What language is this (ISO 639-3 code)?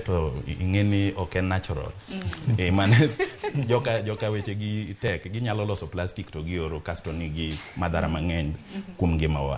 luo